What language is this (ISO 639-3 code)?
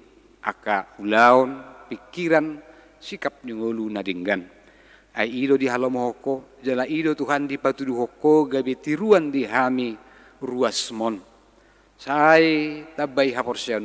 bbc